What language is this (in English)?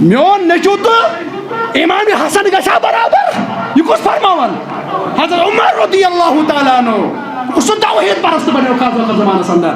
Kashmiri